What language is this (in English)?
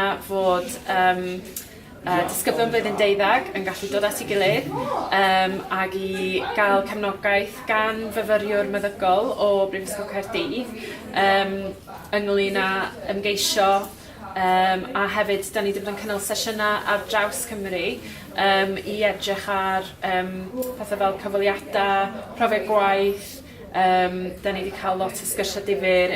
Welsh